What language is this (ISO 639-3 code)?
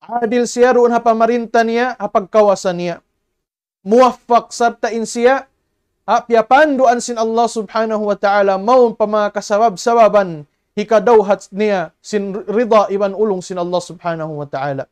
tsg